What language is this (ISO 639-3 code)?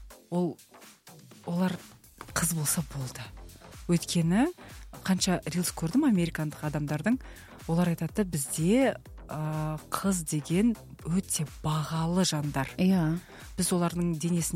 kaz